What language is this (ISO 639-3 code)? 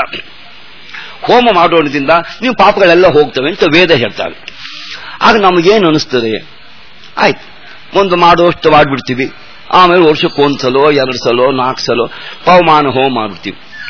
kan